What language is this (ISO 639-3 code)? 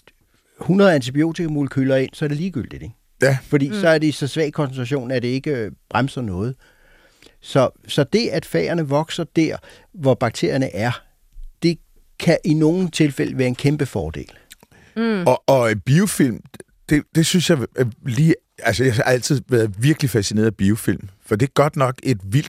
dan